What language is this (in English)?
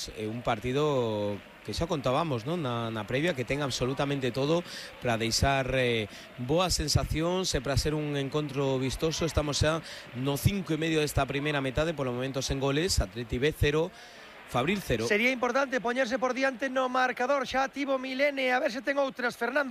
Galician